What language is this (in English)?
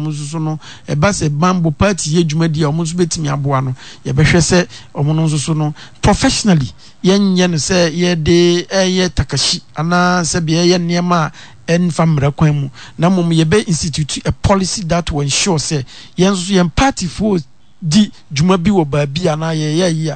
Akan